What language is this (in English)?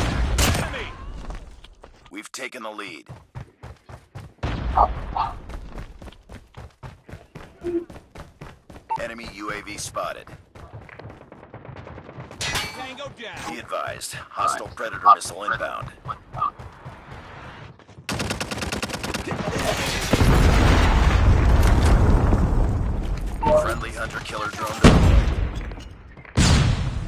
English